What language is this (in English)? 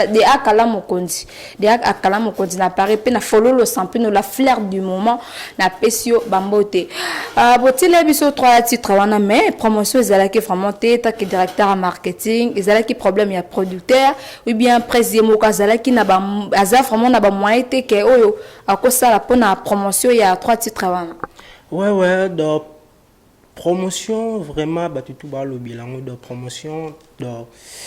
Lingala